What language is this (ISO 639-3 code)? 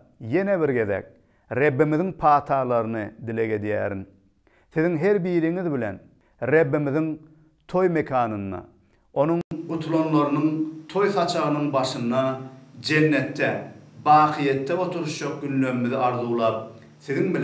tuk